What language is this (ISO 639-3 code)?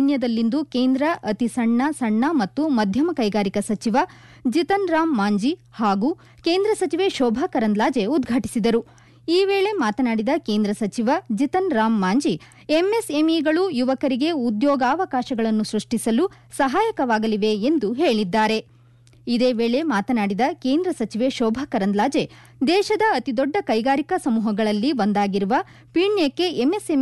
kan